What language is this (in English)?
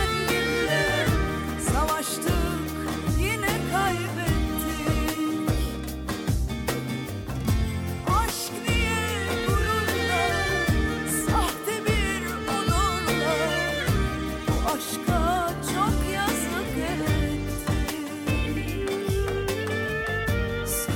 Turkish